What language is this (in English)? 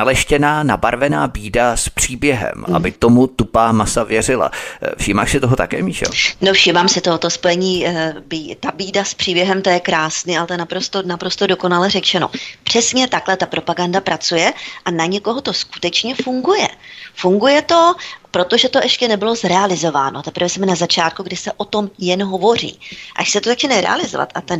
Czech